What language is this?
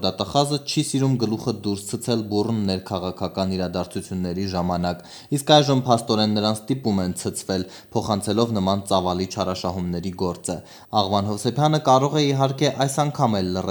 Armenian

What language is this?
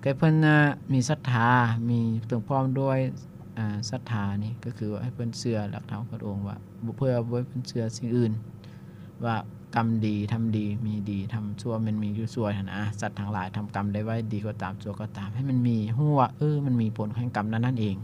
Lao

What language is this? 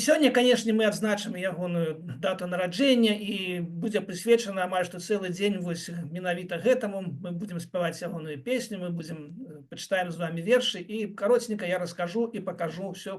Belarusian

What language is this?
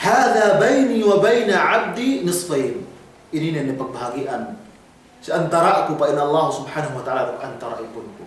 Yakan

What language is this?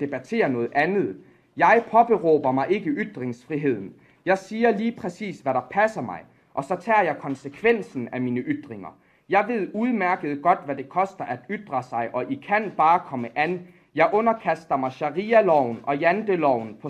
Danish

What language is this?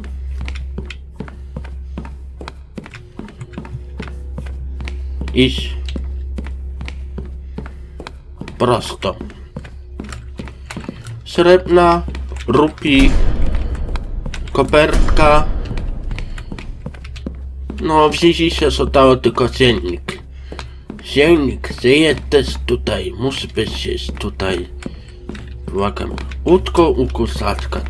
Polish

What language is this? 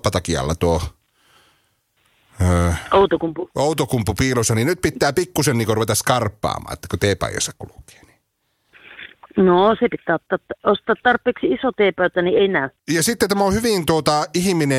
Finnish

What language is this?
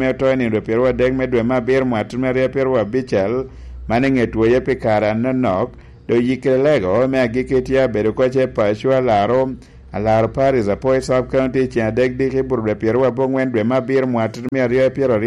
Lango (Uganda)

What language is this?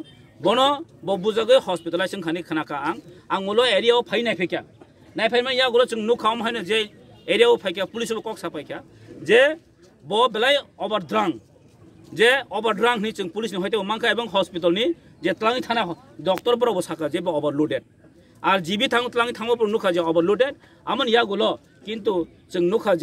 Kok Borok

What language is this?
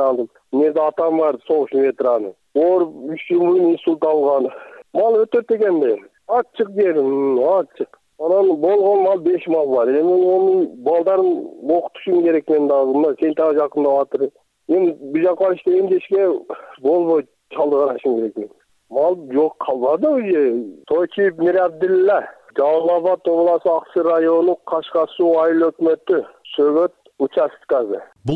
Kyrgyz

